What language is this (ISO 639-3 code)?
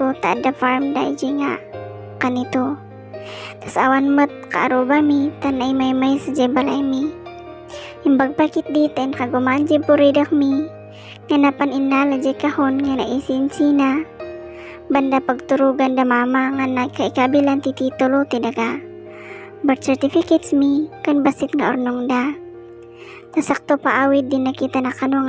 ilo